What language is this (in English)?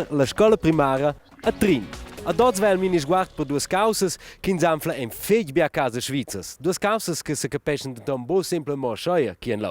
Romansh